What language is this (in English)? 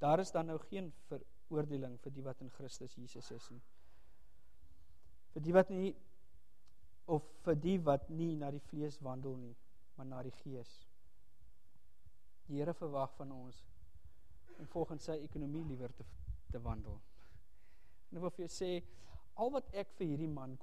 Afrikaans